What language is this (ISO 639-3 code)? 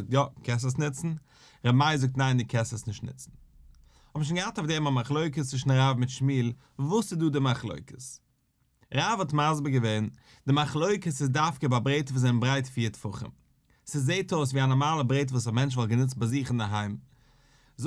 yid